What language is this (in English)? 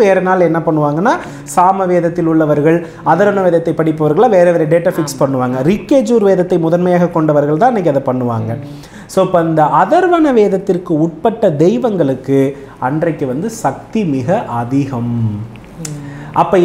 Tamil